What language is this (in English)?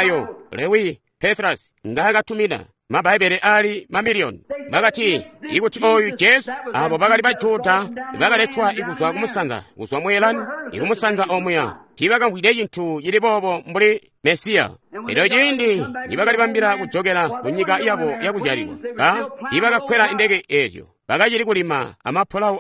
Tonga (Zambia)